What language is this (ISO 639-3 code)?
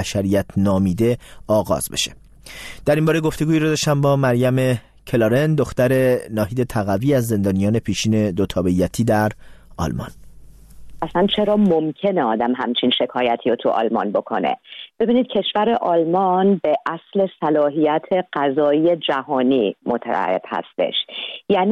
fas